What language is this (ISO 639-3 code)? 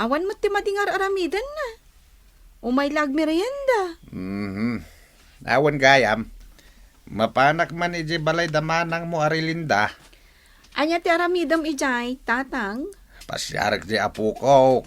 ilo